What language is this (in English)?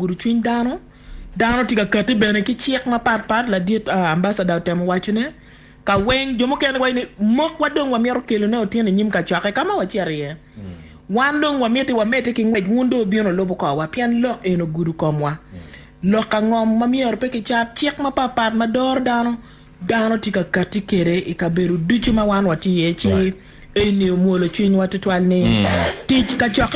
Acoli